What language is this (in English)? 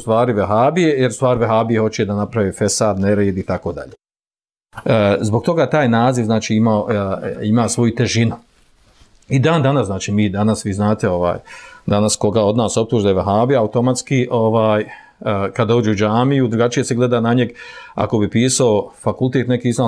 Bosnian